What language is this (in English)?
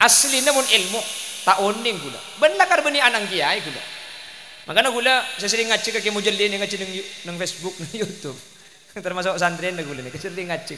Madurese